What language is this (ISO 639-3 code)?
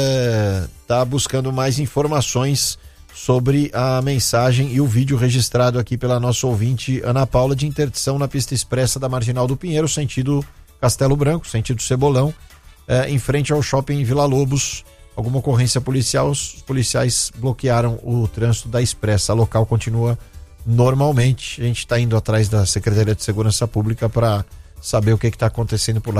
por